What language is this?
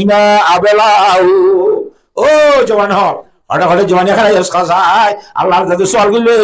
Rohingya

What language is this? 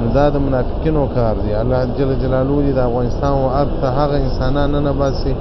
Pashto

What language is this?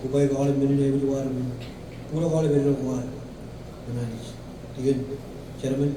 Marshallese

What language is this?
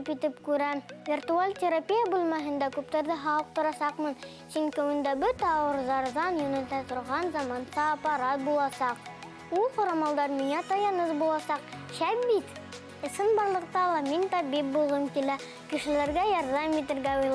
Bashkir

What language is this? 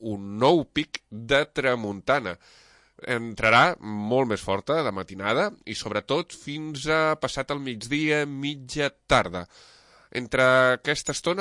Catalan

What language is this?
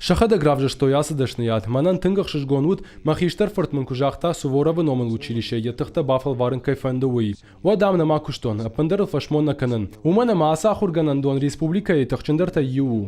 Ossetic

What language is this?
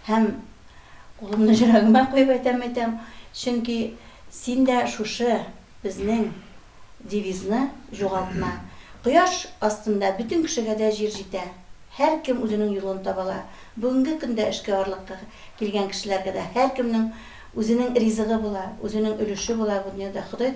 Tatar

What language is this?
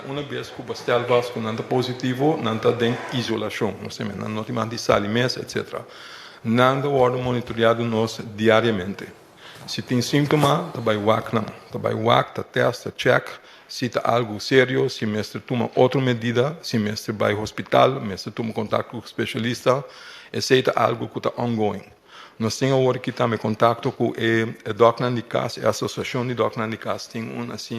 Papiamento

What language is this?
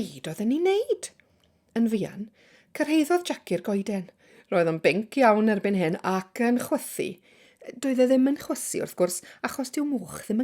Welsh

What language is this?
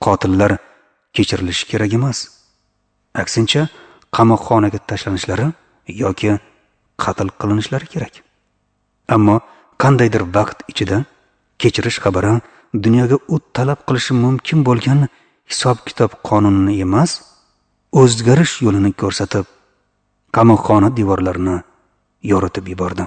Uzbek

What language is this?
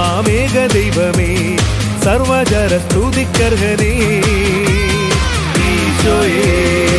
Malayalam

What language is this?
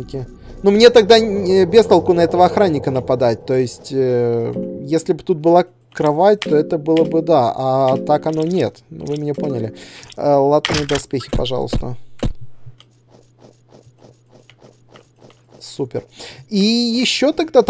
Russian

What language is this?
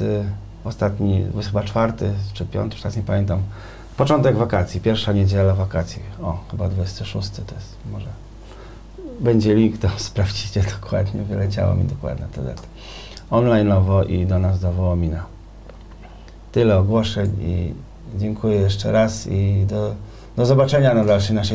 Polish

